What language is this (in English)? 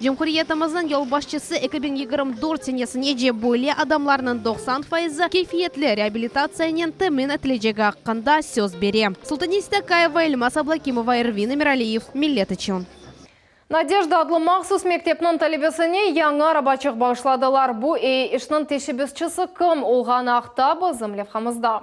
Crimean Tatar